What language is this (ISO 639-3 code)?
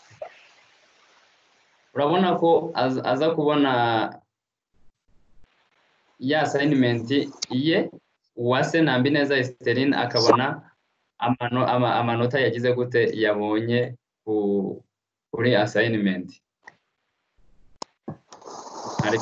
kin